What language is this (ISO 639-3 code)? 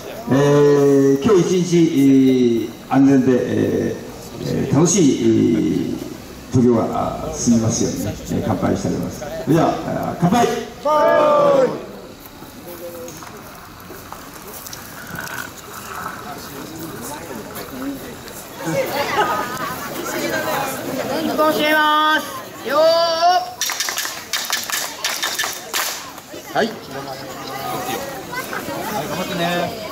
jpn